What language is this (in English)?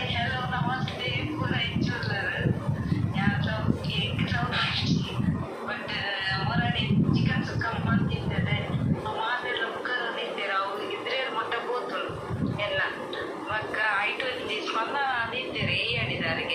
Tulu